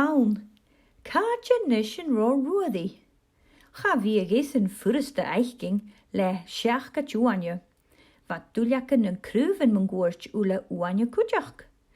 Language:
Scottish Gaelic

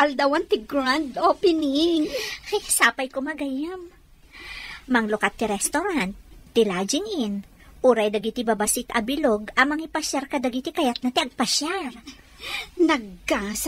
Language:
Iloko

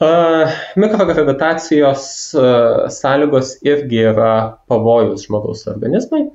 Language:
Lithuanian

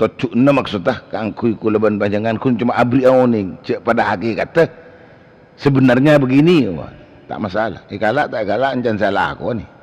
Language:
Madurese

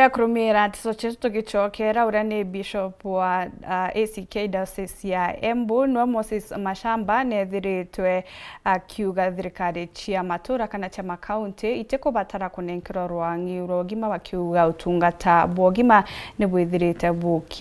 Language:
Meru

